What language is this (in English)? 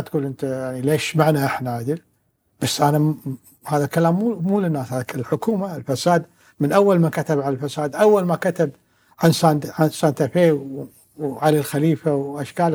Gulf Arabic